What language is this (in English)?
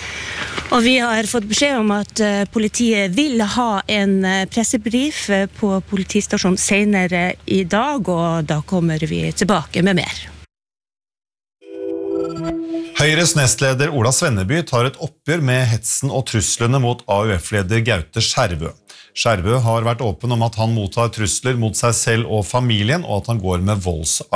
Norwegian